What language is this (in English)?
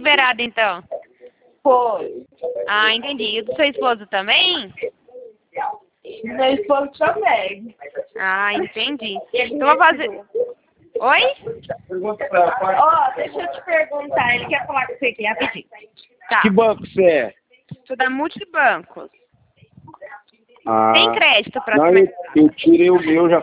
Portuguese